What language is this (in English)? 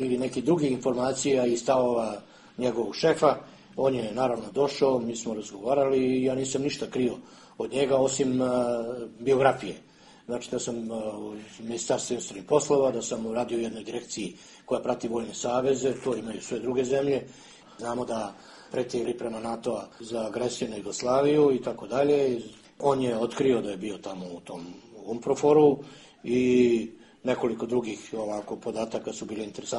Serbian